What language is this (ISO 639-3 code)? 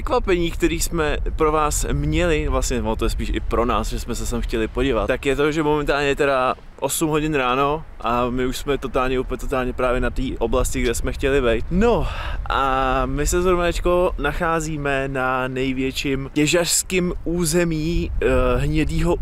ces